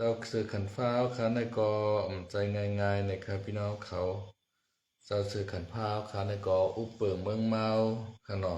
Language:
Shan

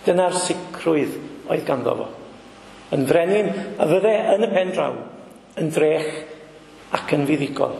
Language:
Welsh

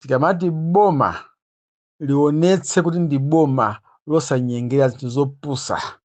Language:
Nyanja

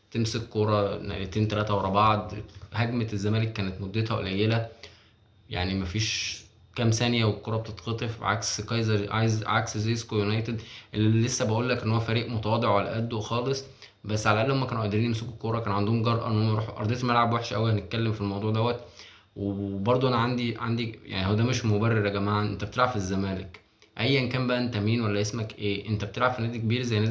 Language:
Egyptian Arabic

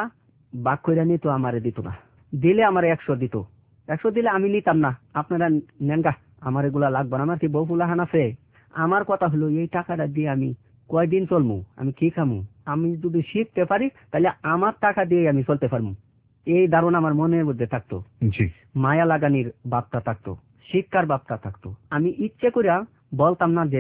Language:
Bangla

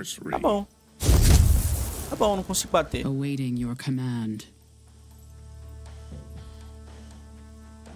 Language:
Portuguese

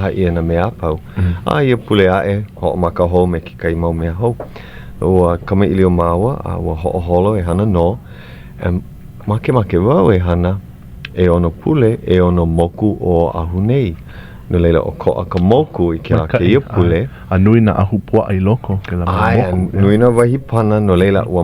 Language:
Hawaiian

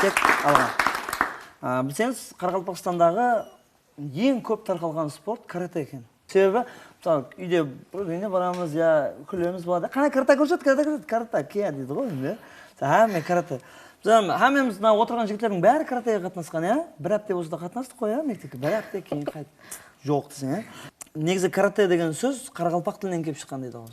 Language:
Kara-Kalpak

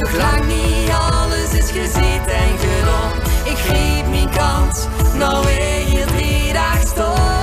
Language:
Limburgish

